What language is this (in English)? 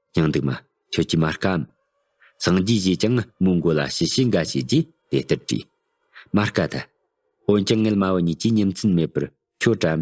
Tibetan